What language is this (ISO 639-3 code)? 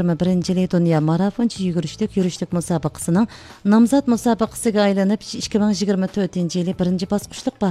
uig